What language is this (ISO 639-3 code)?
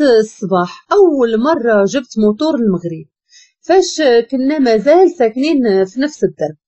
ary